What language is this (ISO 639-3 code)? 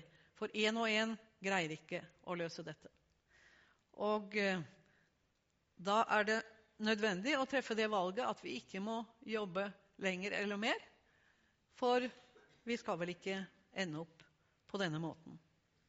nor